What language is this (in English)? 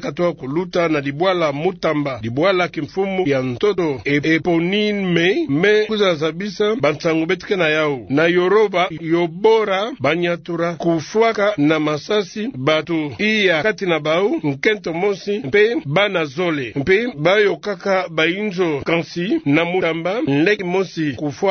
Kituba (Democratic Republic of Congo)